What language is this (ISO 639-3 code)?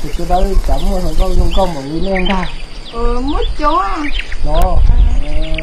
hmn